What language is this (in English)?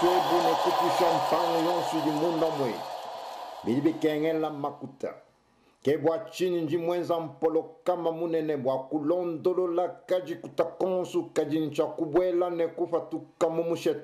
Luba-Lulua